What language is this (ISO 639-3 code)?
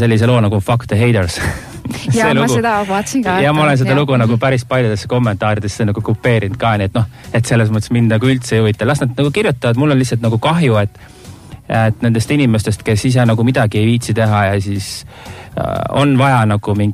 est